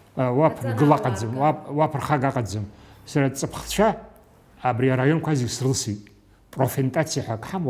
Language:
Abkhazian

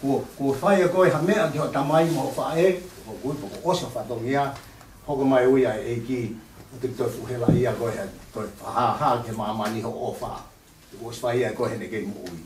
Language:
Tongan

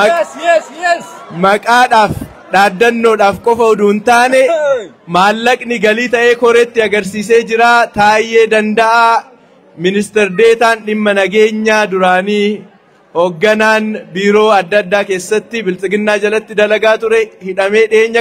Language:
Oromo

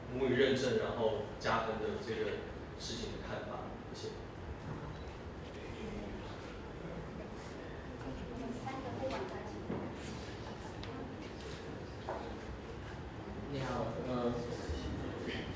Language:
Chinese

